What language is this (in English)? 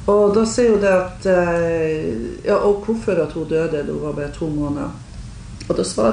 Danish